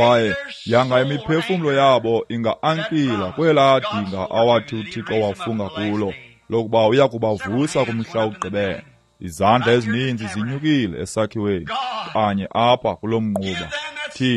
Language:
Xhosa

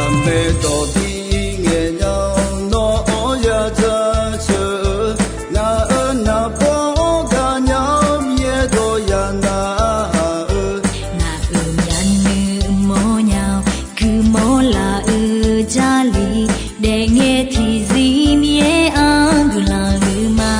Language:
Akha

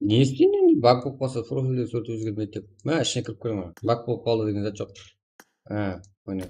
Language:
Kara-Kalpak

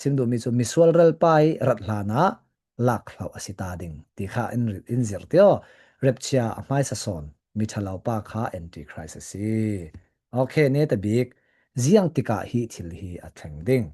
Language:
Falam Chin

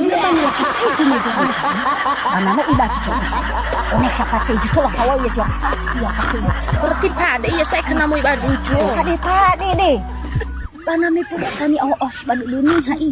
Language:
Nias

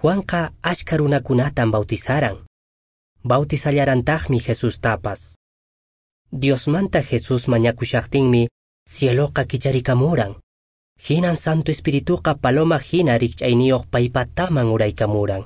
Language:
Quechua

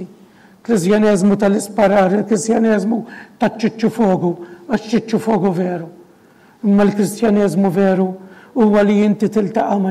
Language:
Maltese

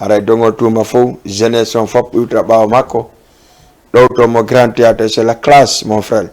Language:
Fula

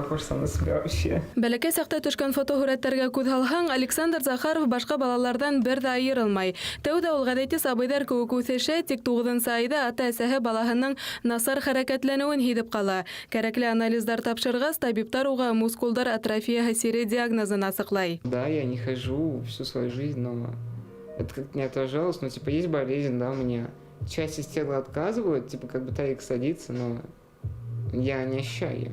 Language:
Bashkir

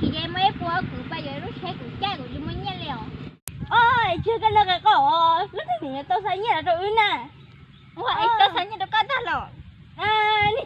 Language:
Hmong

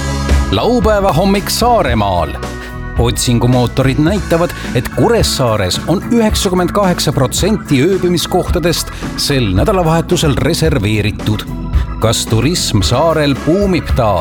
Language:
Estonian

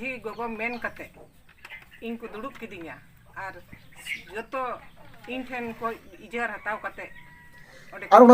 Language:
Santali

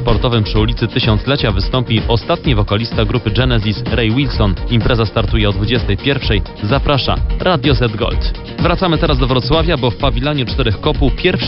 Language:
Polish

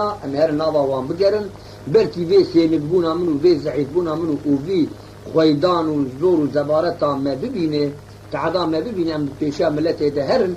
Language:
Kurdish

